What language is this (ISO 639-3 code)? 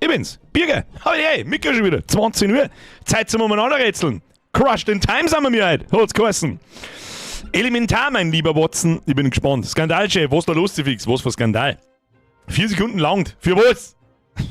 bar